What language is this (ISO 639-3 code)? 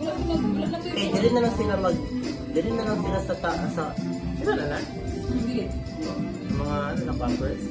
ceb